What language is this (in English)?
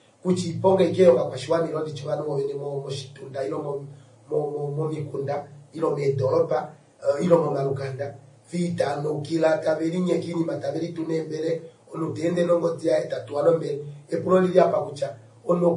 Kuanyama